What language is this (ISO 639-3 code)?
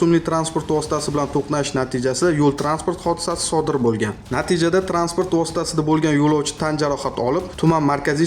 uzb